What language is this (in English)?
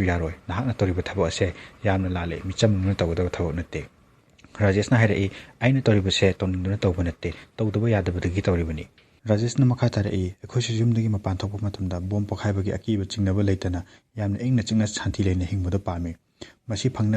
Manipuri